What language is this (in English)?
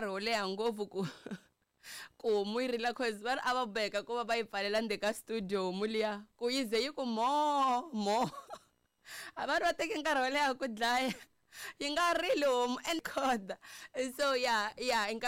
Tsonga